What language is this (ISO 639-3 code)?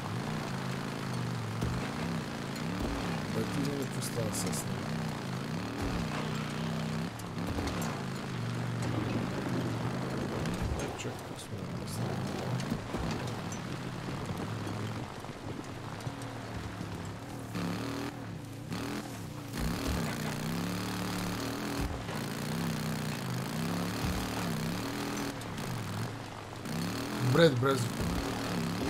bul